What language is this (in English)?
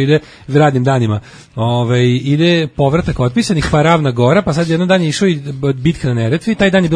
Serbian